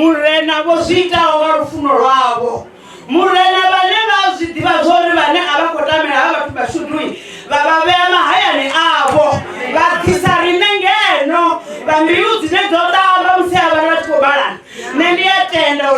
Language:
Venda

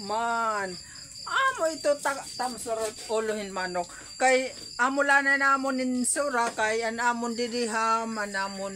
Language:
Waray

